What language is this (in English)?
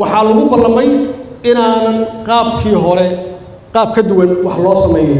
Somali